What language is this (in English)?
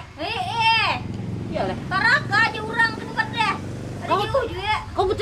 Banjar